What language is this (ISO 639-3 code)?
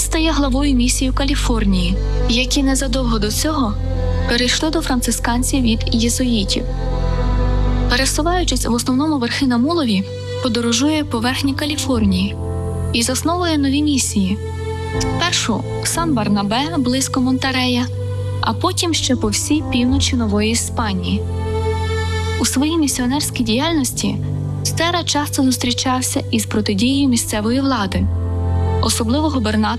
ukr